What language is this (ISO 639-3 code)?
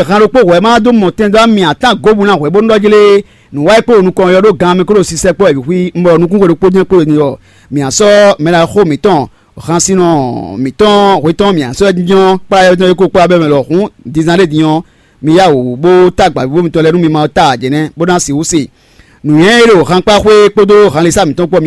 fon